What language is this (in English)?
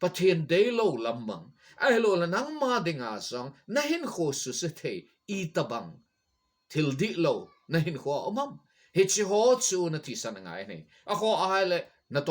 Thado Chin